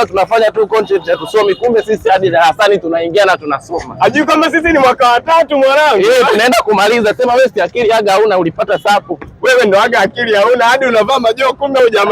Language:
Swahili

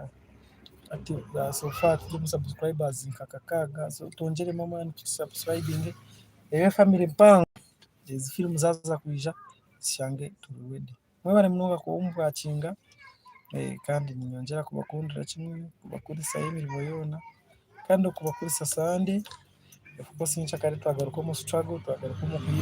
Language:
Nyankole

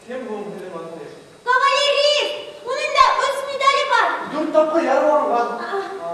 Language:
Bashkir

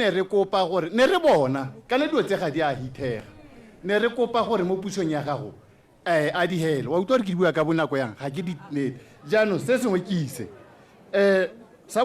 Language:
Tswana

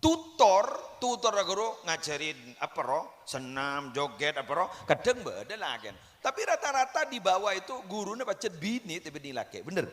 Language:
Madurese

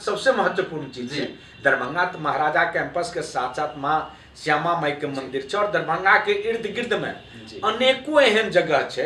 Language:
Maithili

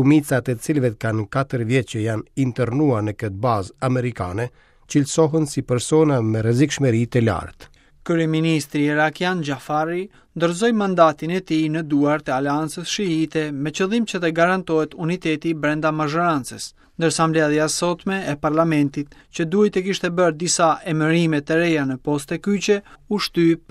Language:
Albanian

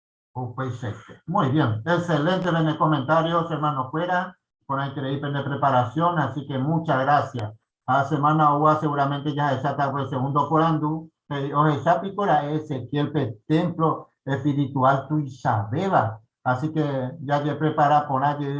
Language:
Guarani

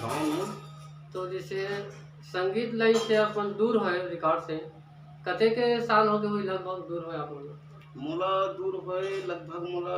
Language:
Chhattisgarhi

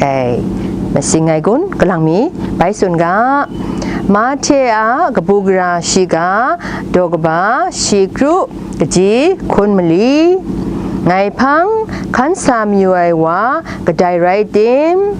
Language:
Kachin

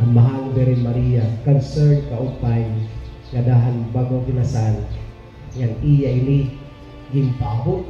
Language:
Waray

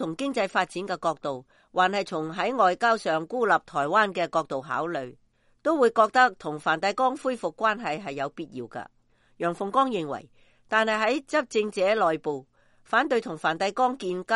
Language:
Cantonese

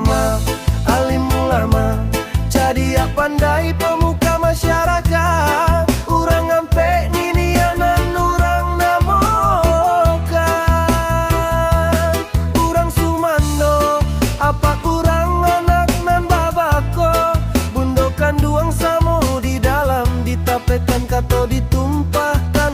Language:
Minangkabau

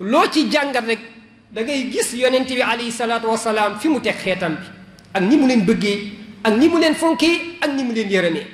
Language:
Wolof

